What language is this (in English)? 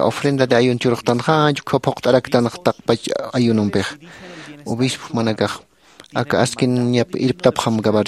Aymara